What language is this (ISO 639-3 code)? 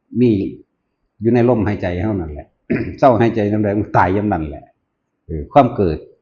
tts